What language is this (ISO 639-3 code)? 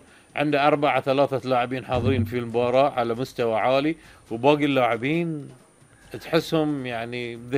afb